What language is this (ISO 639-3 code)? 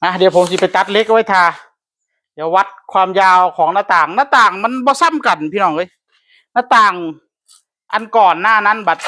tts